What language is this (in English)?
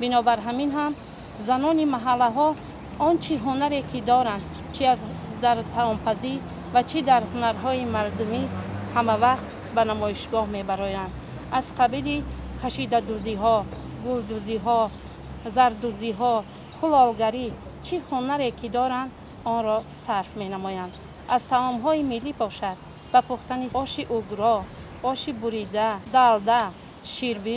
Tajik